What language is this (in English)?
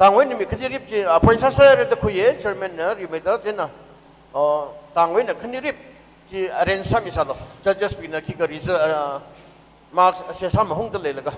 Tangkhul Naga (India)